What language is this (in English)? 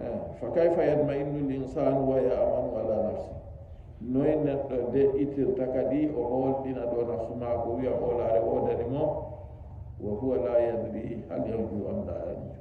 Nigerian Fulfulde